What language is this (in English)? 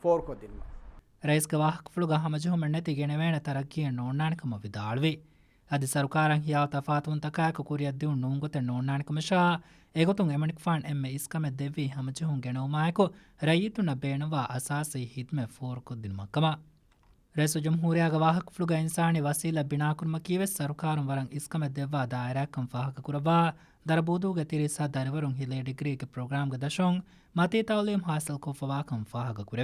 Divehi